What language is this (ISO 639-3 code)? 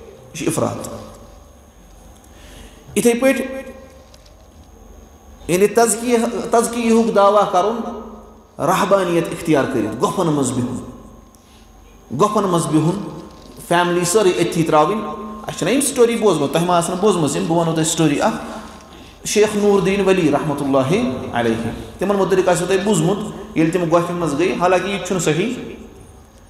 kas